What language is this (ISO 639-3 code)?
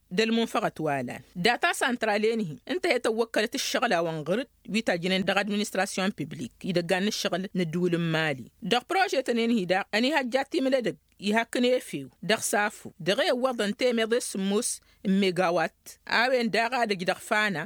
taq